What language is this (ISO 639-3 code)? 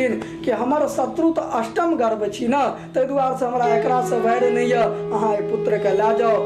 mai